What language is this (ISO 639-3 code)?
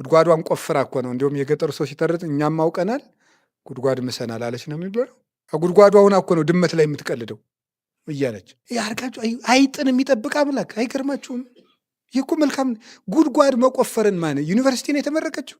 amh